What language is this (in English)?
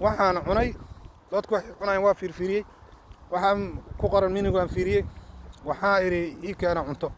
Somali